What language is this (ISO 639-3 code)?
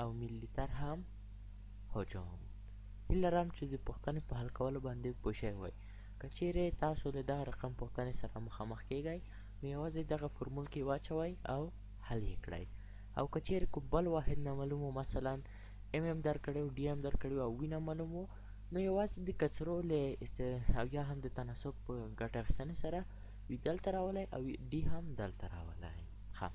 pus